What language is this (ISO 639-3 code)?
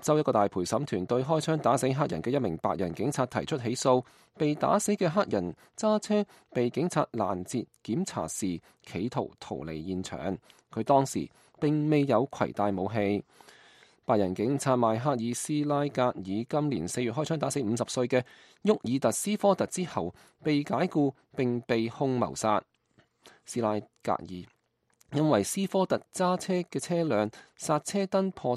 yue